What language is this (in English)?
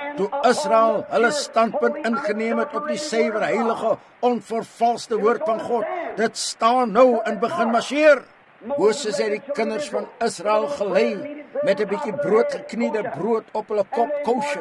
Afrikaans